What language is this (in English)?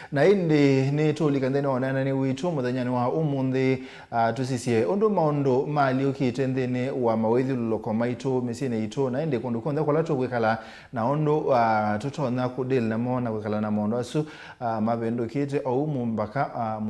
Kamba